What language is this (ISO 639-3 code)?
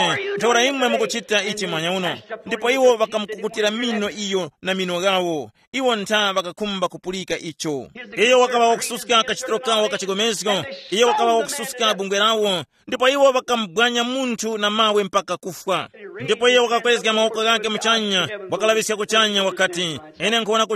tum